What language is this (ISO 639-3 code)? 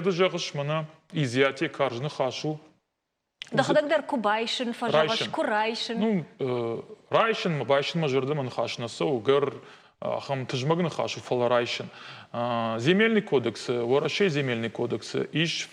oss